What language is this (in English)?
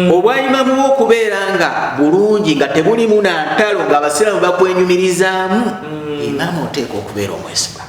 Ganda